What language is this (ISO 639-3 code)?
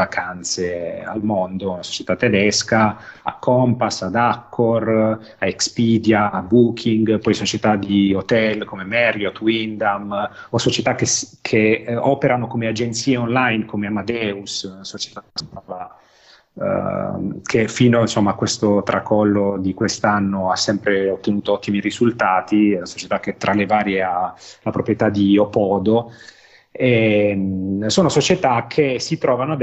ita